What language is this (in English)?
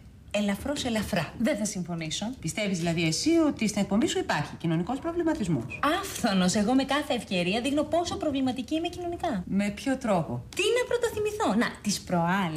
Greek